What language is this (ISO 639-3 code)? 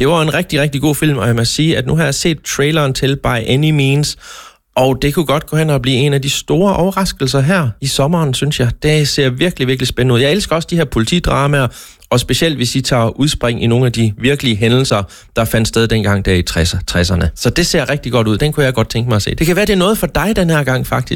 dan